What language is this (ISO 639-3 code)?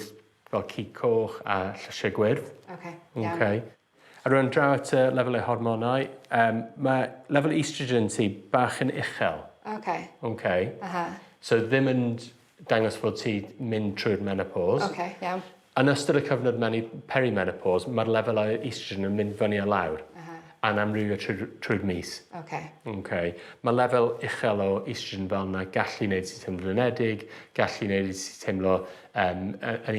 cym